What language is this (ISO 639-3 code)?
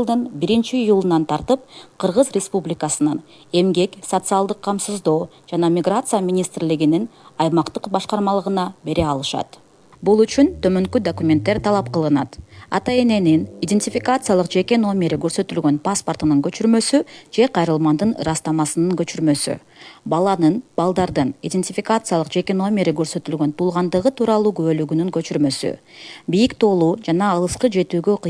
kir